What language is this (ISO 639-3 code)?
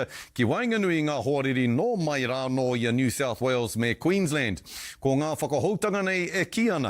mri